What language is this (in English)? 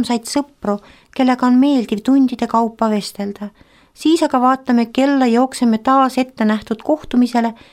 Estonian